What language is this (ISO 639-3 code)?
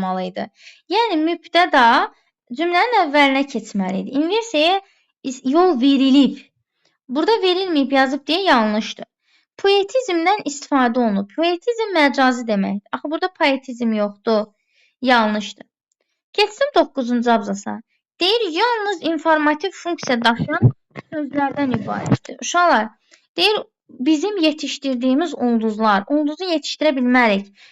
aze